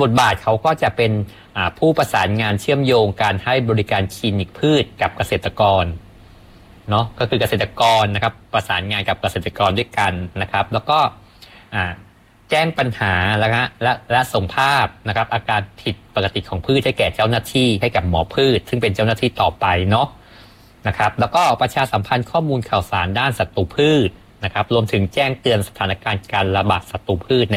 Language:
Thai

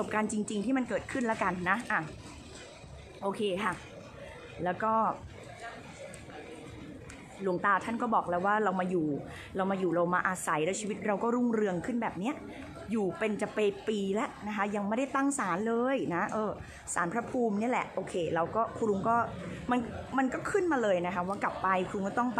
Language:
Thai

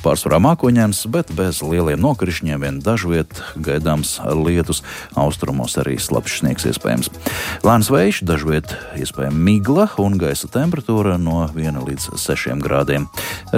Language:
Latvian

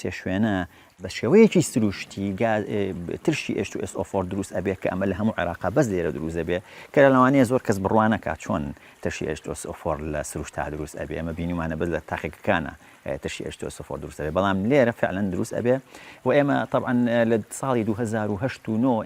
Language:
Central Kurdish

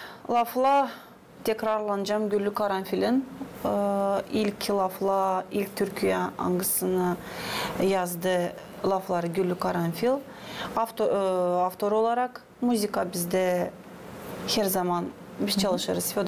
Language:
Gagauz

